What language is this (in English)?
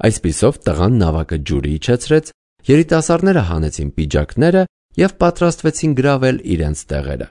Armenian